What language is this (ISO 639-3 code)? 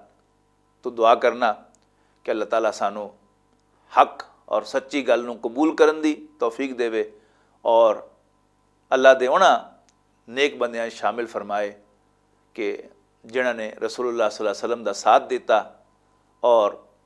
lah